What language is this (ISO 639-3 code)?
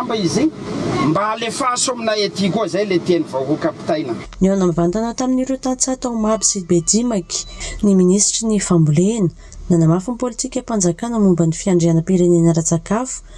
mlg